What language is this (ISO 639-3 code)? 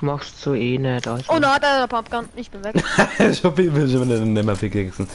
bar